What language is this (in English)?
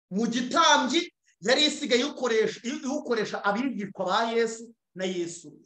Kinyarwanda